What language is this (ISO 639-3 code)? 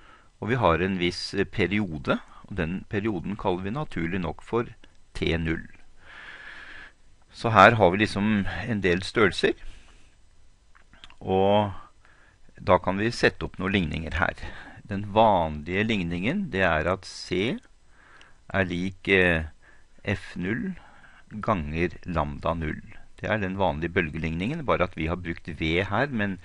nor